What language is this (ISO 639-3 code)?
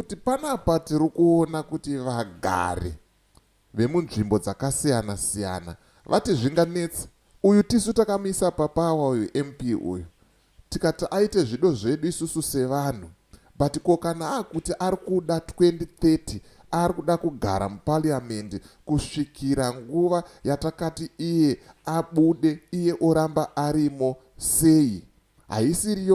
sna